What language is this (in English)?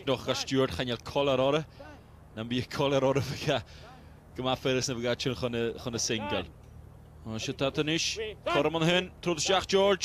Welsh